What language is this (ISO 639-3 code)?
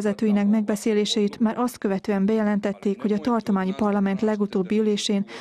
hun